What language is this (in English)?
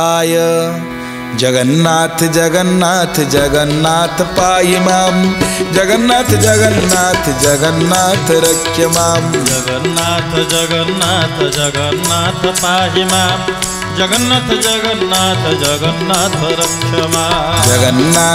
Odia